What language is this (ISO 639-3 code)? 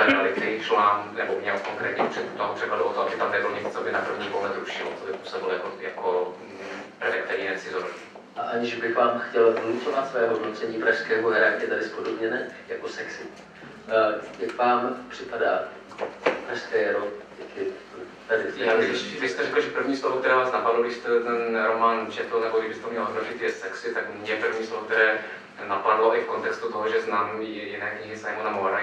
ces